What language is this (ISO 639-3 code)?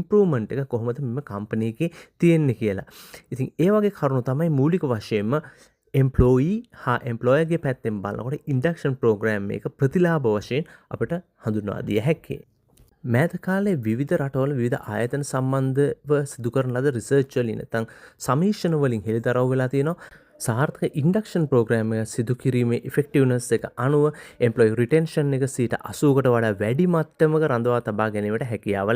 sin